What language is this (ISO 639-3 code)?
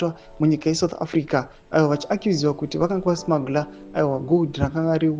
sna